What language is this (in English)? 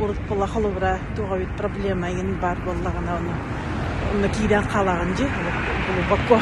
Yakut